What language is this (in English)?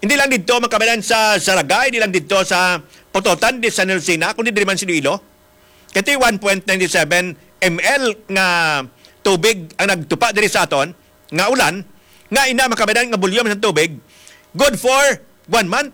Hiligaynon